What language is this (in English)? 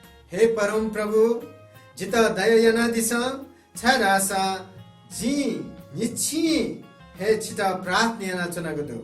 Newari